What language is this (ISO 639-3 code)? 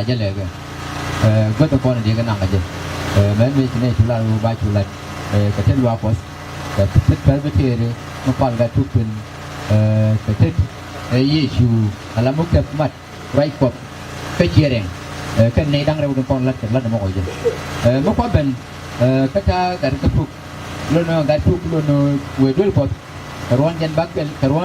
nus